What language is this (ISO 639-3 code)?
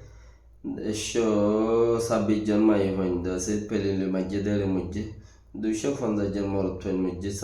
rhg